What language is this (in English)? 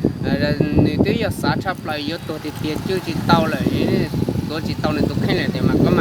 Hmong